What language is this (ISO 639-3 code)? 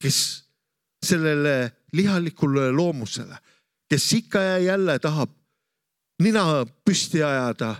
est